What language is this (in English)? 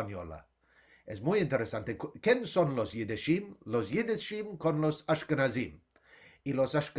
Ladino